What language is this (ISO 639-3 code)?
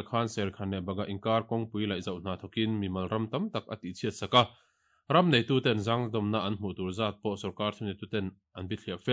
lus